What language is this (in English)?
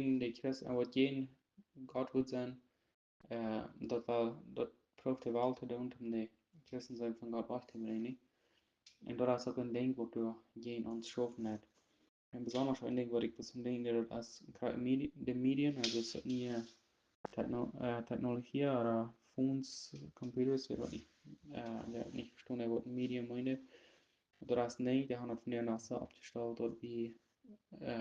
Plautdietsch